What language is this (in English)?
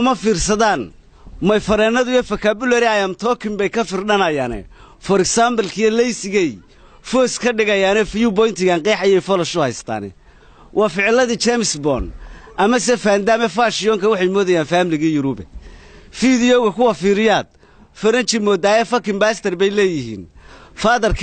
Somali